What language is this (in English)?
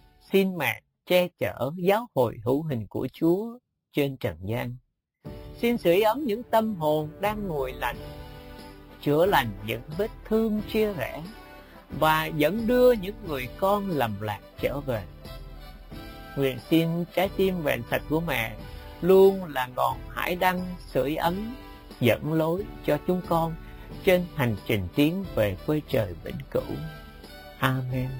Vietnamese